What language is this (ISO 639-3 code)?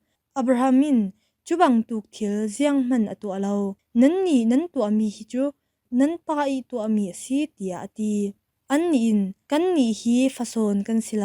cfm